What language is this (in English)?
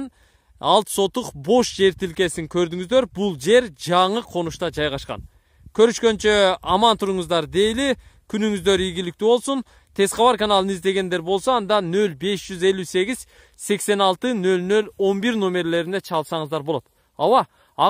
Kyrgyz